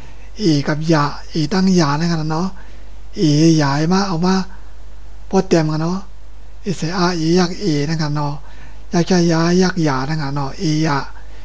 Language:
Shan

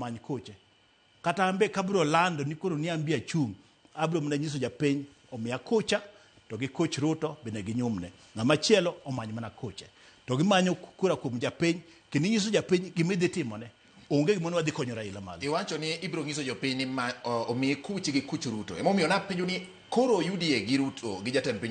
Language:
Luo (Kenya and Tanzania)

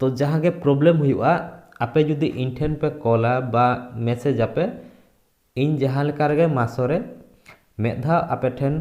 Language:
Santali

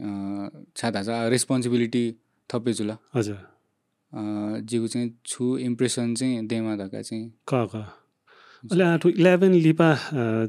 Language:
Newari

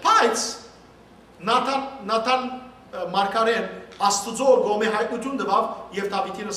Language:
Western Armenian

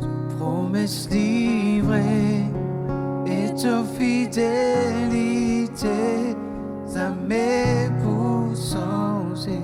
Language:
Morisyen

